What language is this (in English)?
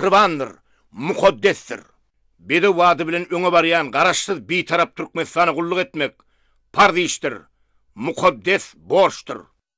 Turkmen